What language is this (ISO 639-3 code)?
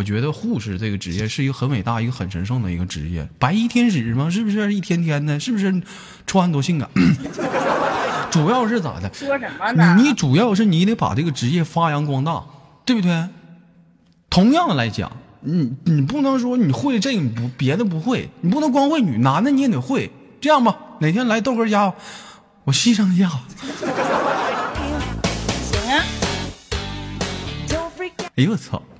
zho